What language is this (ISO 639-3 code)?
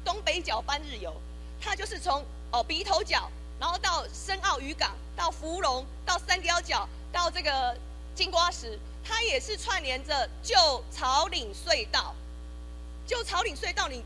zho